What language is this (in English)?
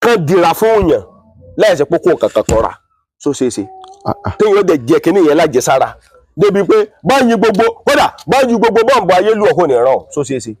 Yoruba